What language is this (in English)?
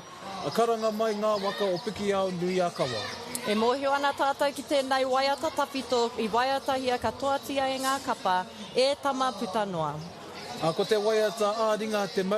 Māori